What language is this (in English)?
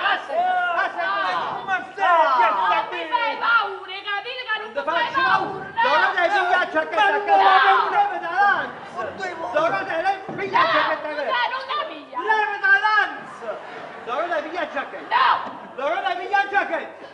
Neapolitan